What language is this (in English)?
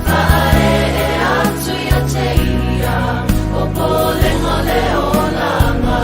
Samoan